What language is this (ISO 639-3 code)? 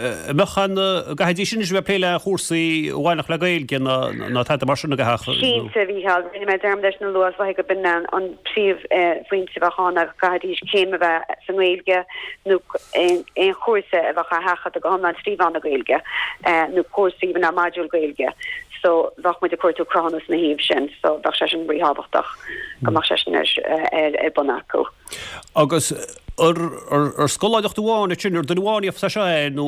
gle